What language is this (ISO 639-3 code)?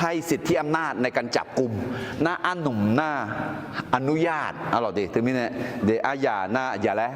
ahk